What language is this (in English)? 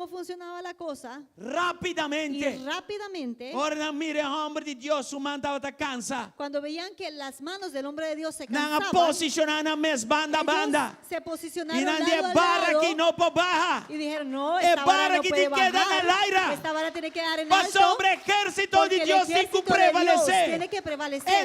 Papiamento